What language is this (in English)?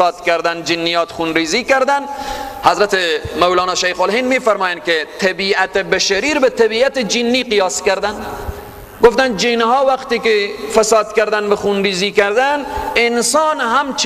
Persian